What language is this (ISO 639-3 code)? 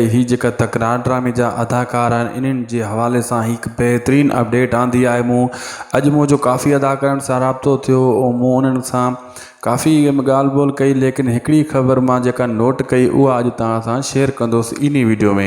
snd